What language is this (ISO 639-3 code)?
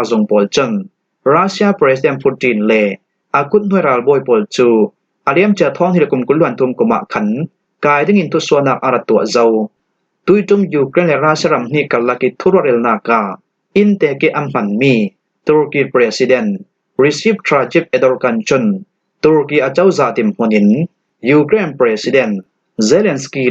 cfm